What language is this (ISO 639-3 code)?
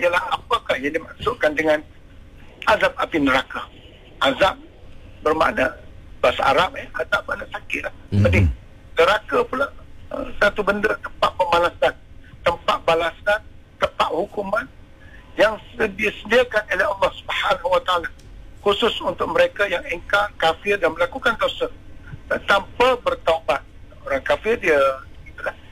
msa